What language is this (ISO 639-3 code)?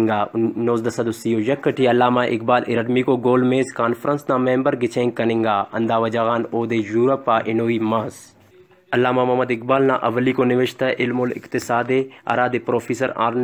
brh